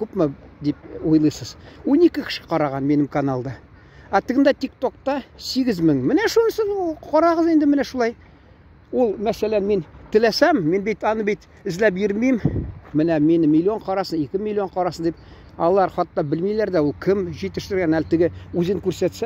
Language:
Tatar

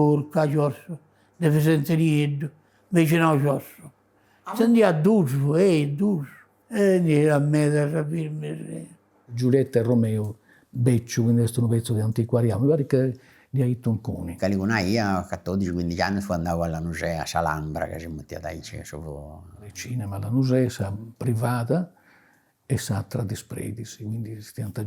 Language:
Sardinian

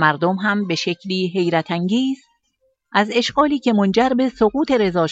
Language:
Persian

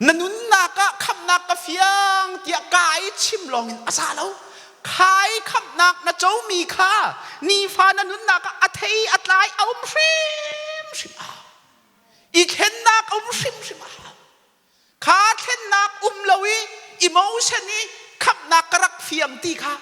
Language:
Hakha Chin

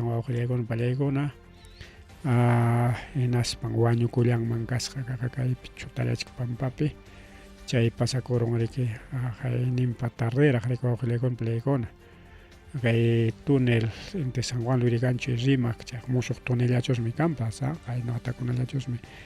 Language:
Ayacucho Quechua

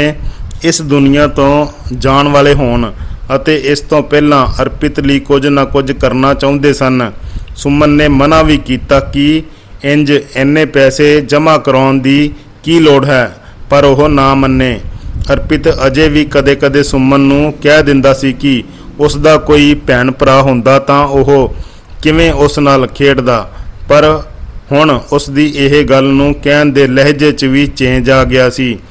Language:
Punjabi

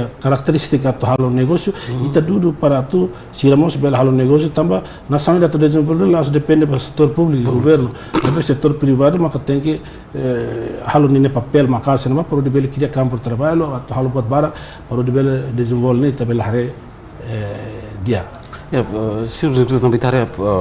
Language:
Tetum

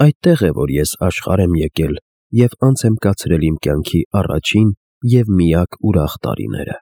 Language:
Armenian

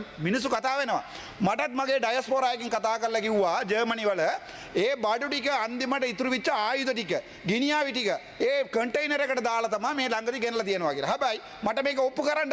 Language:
Sinhala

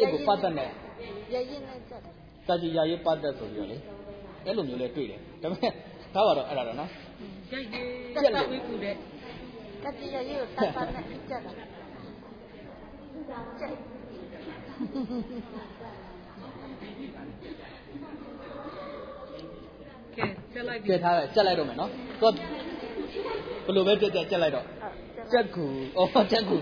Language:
Burmese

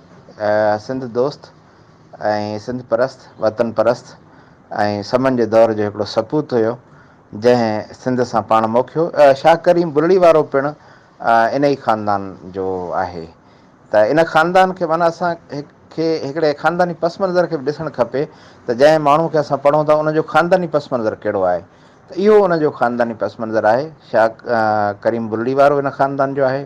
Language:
Sindhi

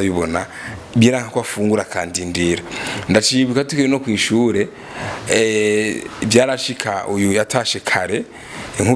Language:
Rundi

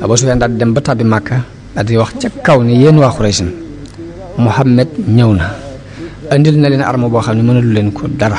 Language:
Wolof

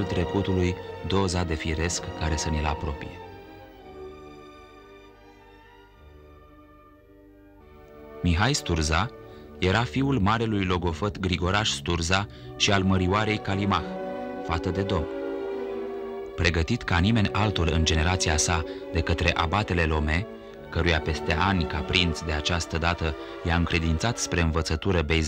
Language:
Romanian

